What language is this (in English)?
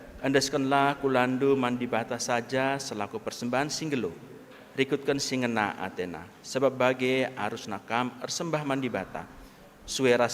Batak Karo